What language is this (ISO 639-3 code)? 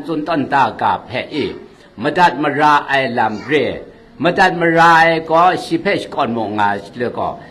kac